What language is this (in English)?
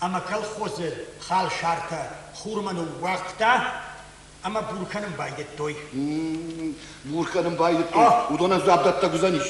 Ossetic